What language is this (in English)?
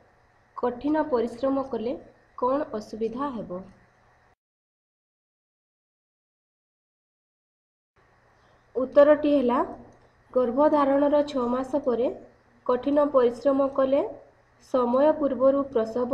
Odia